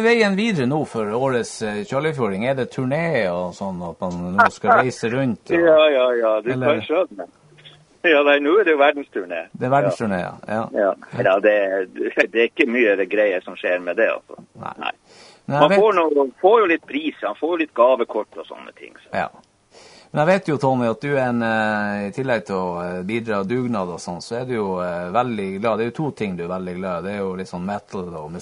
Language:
Norwegian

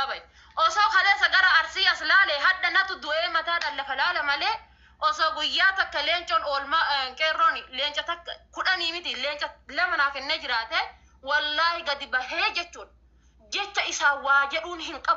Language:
Oromo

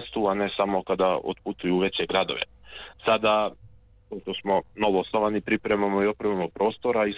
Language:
Serbian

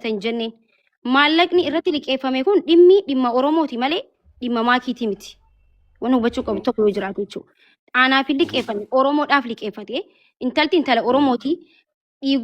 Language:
Oromo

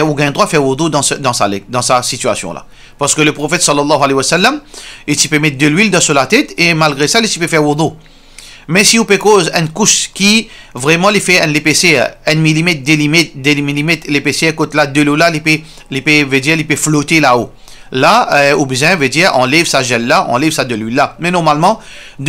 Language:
Morisyen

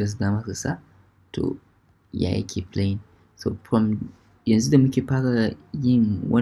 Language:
Hausa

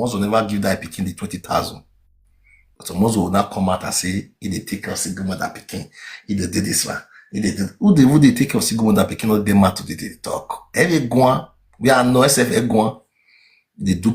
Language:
Nigerian Pidgin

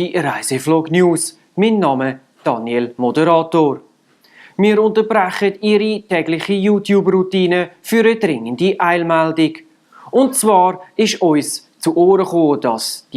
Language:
Swiss German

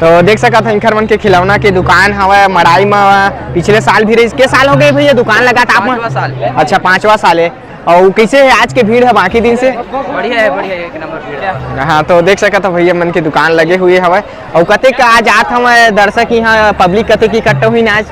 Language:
Chhattisgarhi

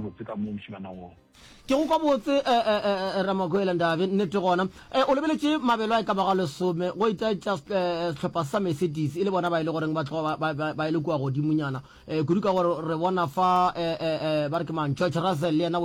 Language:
Northern Sotho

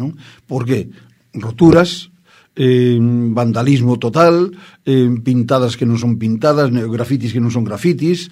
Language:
Galician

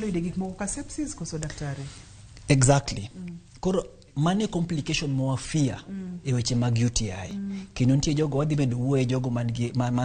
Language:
Luo (Kenya and Tanzania)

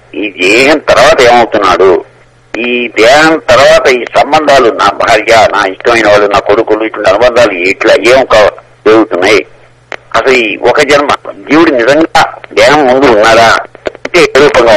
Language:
Telugu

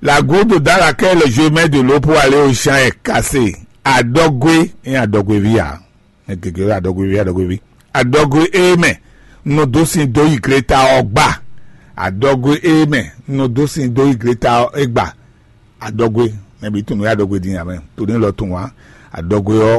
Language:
Fon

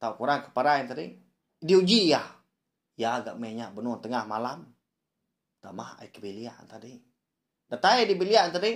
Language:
Iban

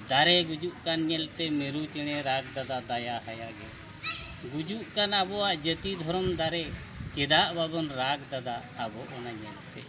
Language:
Santali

